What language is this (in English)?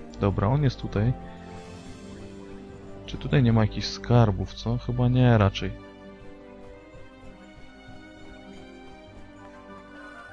Polish